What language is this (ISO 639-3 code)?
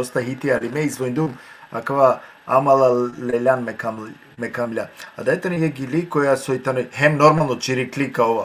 rmn